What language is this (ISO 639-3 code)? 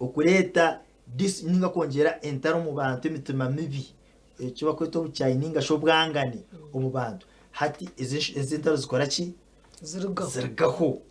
nyn